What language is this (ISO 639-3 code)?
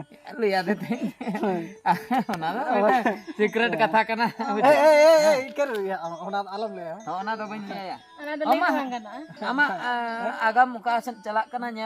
sat